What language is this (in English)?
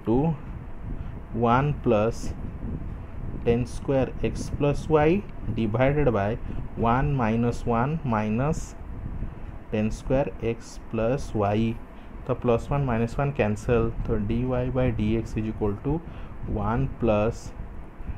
Hindi